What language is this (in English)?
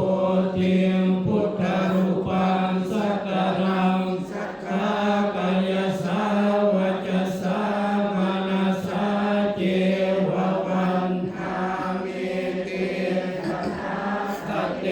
Pali